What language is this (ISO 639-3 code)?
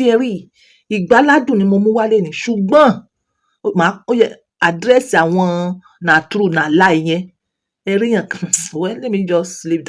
yor